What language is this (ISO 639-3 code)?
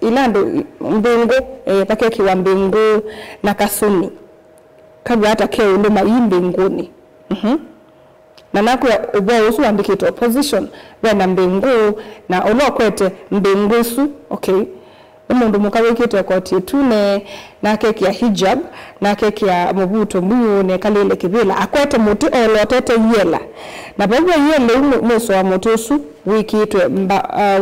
kam